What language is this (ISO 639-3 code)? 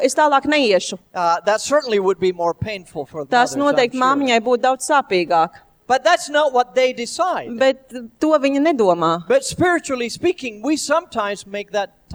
lav